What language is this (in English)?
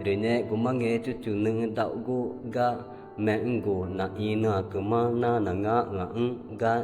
Ticuna